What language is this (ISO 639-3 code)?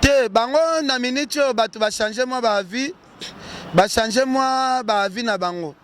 lin